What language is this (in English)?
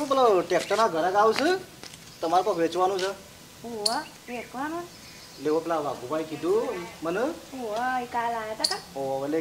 Gujarati